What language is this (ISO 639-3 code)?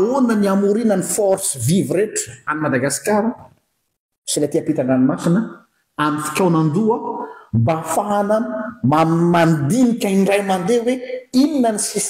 mlg